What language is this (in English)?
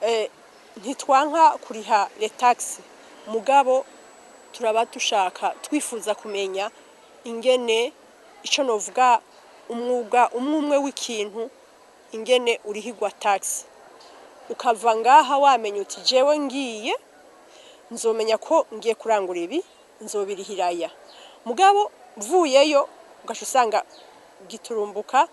Rundi